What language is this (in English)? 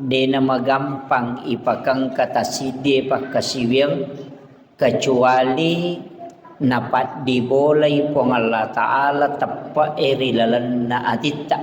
Buginese